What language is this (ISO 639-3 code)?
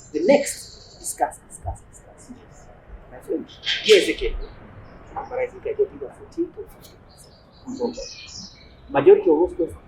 kam